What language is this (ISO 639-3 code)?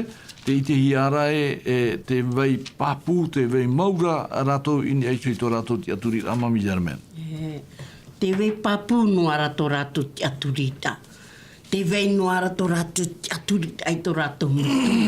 tah